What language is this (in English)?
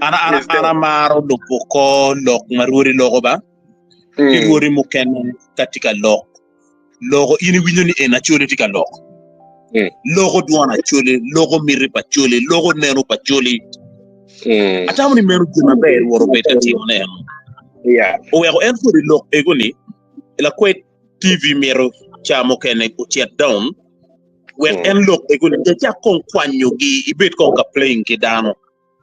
Acoli